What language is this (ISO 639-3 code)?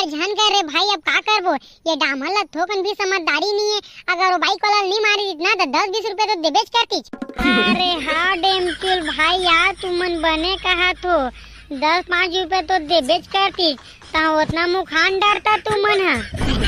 hne